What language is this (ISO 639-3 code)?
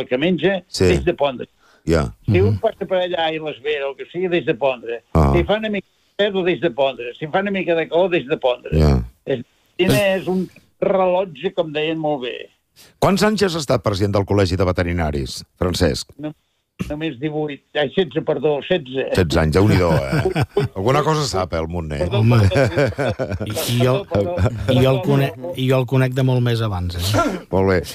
cat